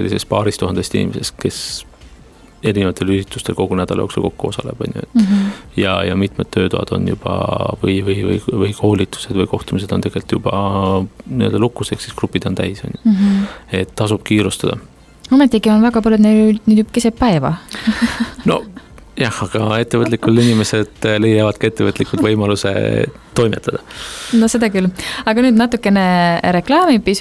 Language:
Estonian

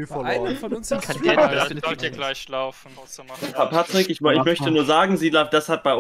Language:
German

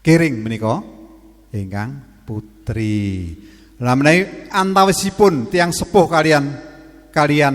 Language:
Javanese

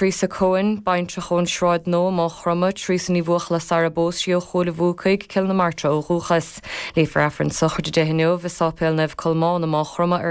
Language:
Irish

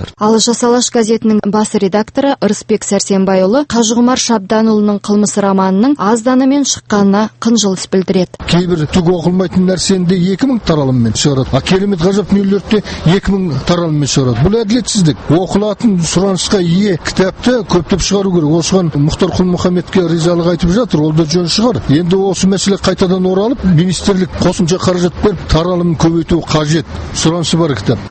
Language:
Kazakh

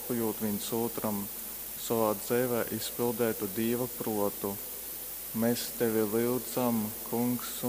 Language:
Latgalian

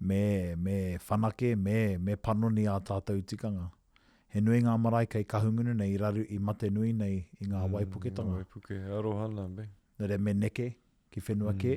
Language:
Māori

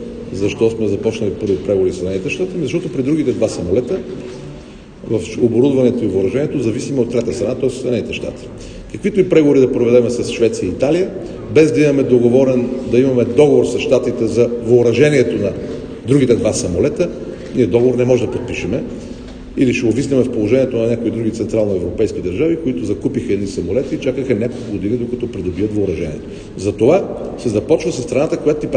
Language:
Bulgarian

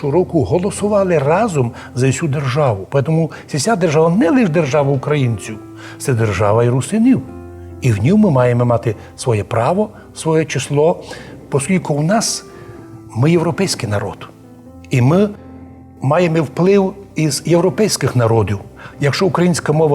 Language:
Rusyn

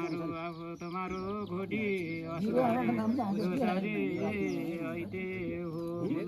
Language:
Nepali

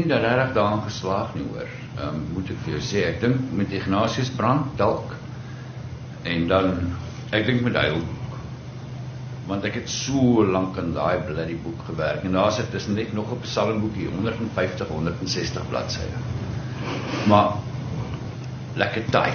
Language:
Afrikaans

